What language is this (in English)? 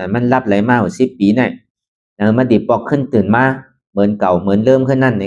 Shan